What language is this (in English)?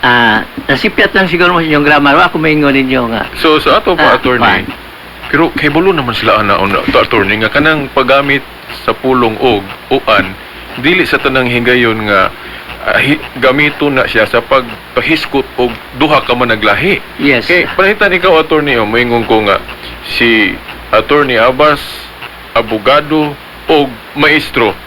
Cebuano